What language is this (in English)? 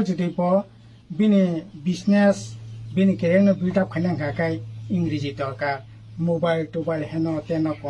Riang (India)